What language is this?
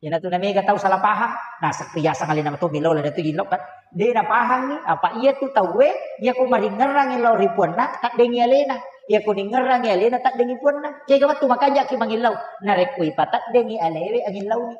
Buginese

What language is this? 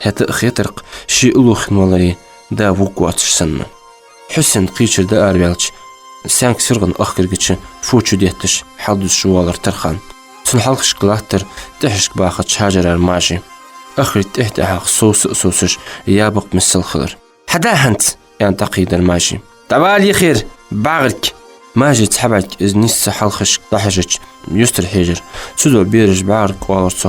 Ingush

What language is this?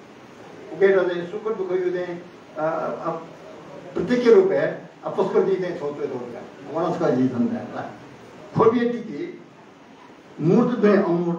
Newari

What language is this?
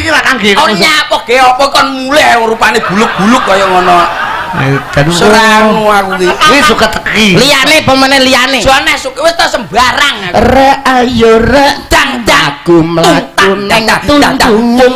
Javanese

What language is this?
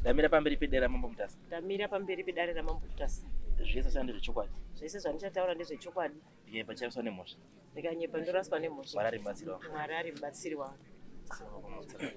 Shona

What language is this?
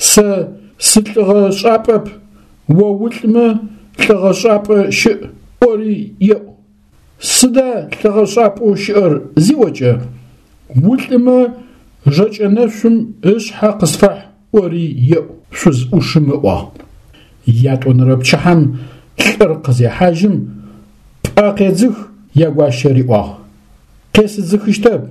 Adyghe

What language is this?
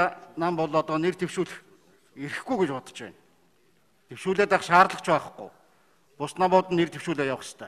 Mongolian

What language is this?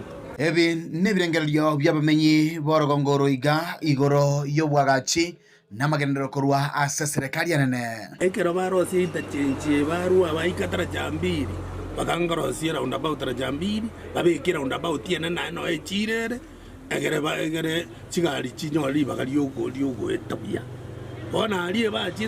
Gusii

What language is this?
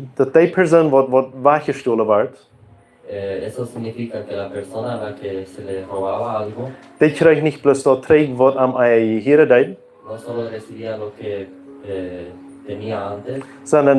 Plautdietsch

